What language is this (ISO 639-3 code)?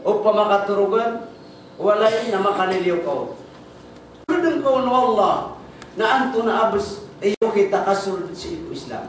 mrw